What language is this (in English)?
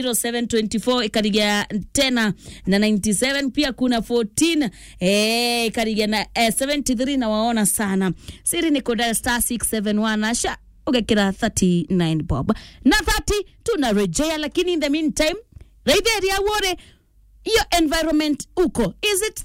Meru